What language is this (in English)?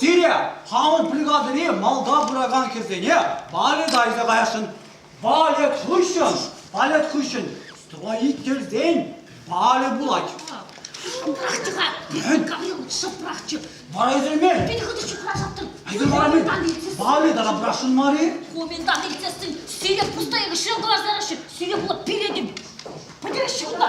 Chuvash